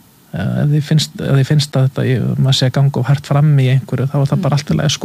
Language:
Icelandic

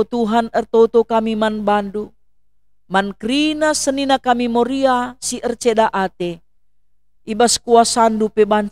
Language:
Batak Karo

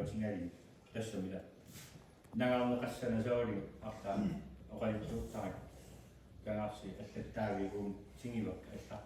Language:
Kalaallisut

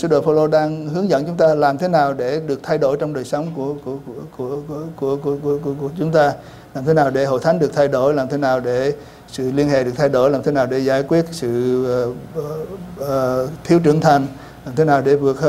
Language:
Vietnamese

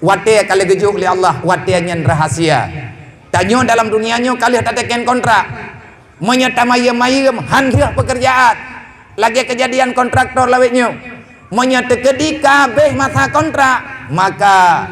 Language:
Achinese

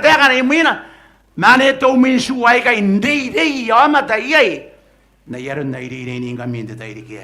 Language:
Gilbertese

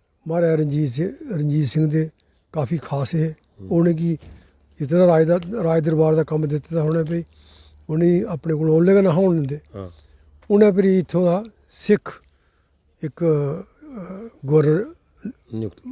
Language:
Dogri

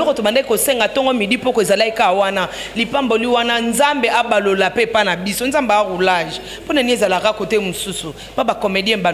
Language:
Lingala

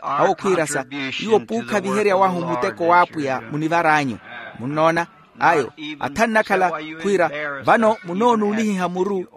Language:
Makhuwa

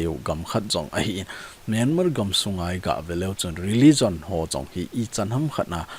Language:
Thado Chin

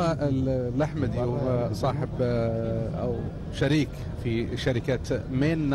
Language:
Gulf Arabic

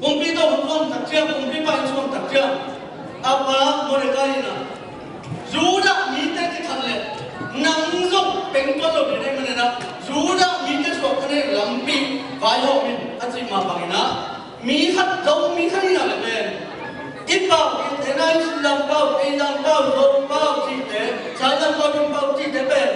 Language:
Tedim Chin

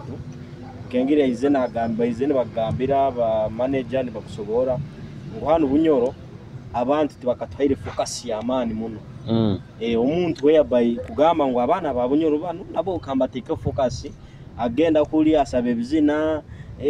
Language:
Nyoro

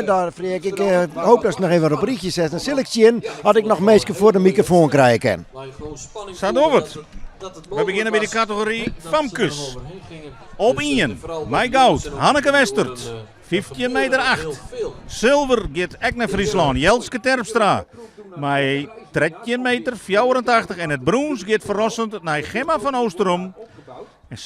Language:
Western Frisian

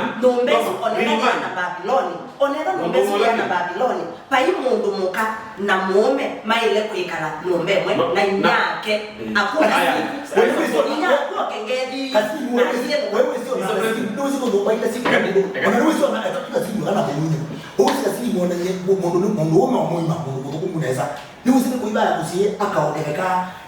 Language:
Kamba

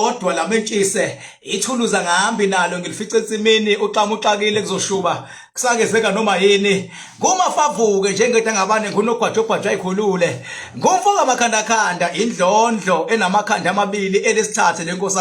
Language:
Zulu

